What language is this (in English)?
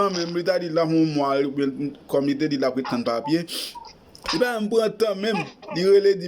Haitian Creole